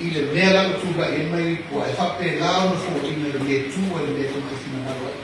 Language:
Samoan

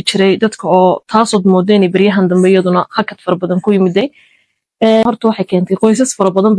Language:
Somali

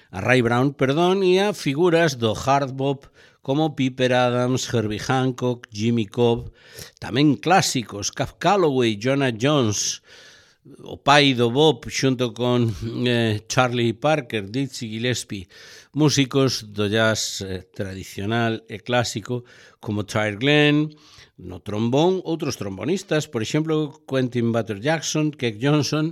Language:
Galician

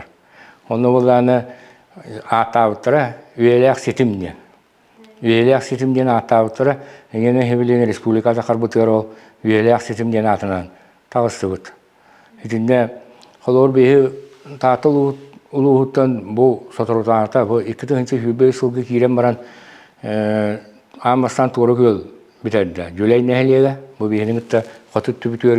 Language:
Yakut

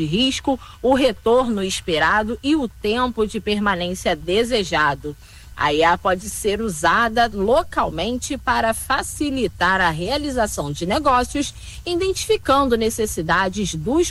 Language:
Portuguese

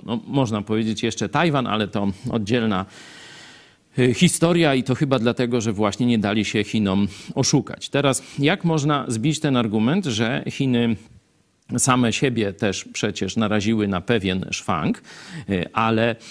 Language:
Polish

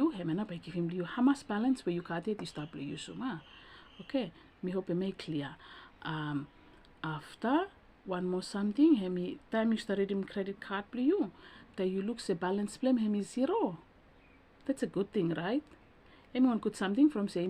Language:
Bislama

